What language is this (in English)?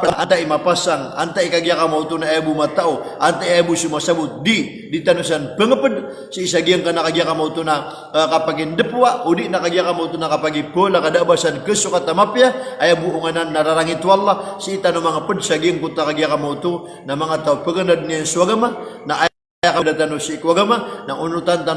Maranao